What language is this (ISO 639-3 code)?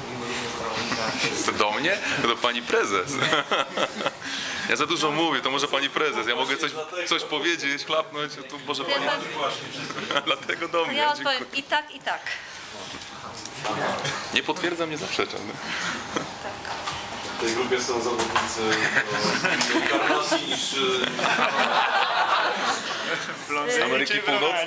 pol